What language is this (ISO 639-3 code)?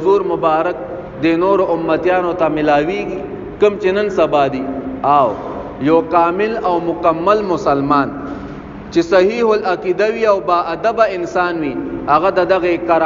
pus